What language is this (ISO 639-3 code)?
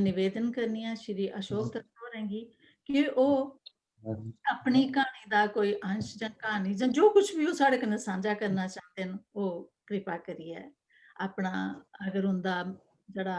doi